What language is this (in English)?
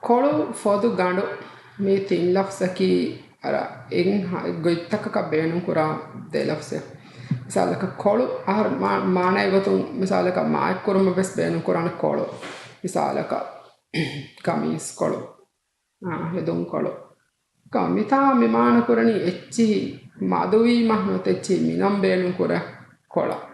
Divehi